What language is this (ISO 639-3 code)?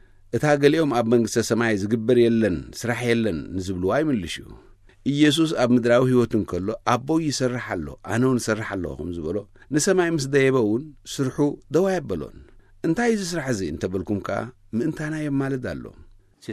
tir